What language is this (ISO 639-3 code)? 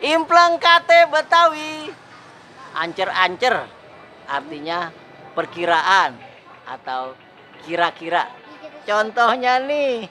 bew